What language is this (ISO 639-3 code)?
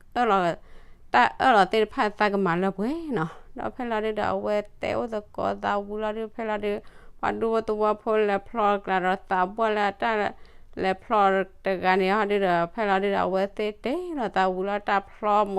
ksw